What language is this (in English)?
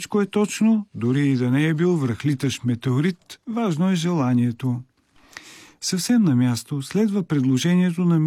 Bulgarian